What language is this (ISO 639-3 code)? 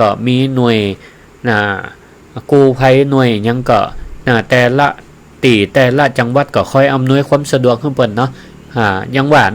nod